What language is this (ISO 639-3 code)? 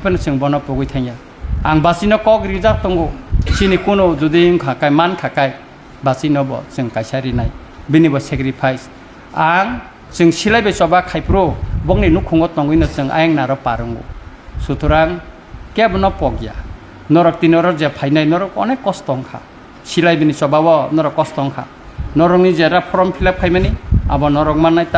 trp